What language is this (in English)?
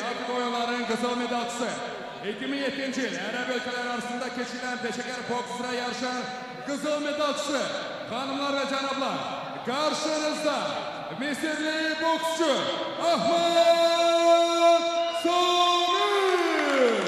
Azerbaijani